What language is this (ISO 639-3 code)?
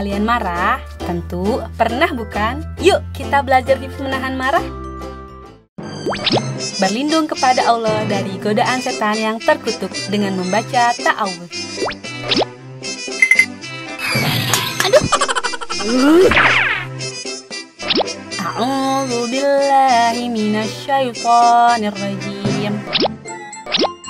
ind